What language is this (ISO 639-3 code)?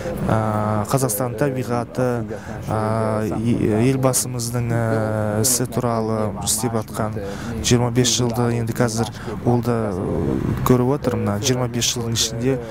kaz